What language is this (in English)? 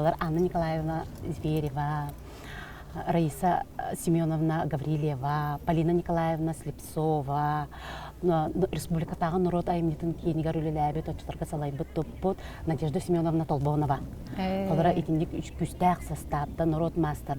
Yakut